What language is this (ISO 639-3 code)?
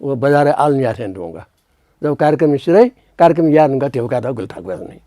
new